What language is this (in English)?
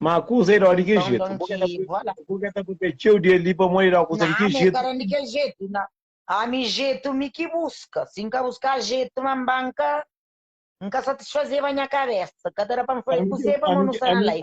Kabuverdianu